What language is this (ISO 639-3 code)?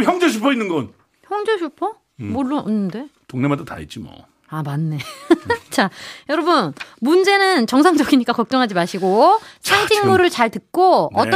kor